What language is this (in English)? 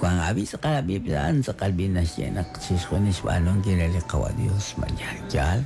Kekchí